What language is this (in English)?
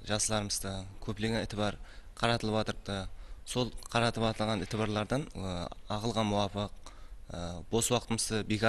Kara-Kalpak